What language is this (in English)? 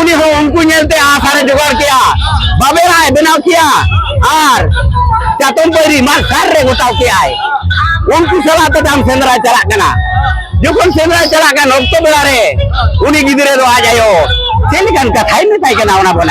Santali